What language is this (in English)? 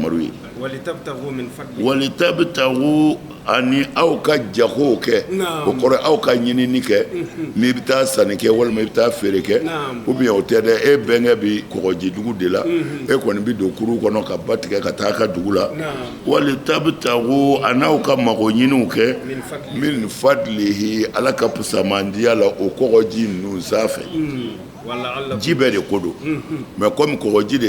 Bambara